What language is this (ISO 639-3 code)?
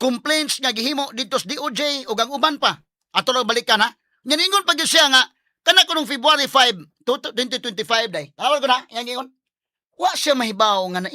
ceb